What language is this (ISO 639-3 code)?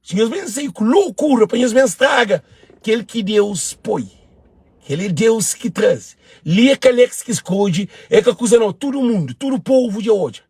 kea